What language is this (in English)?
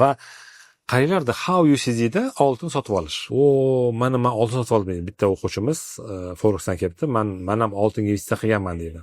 Uzbek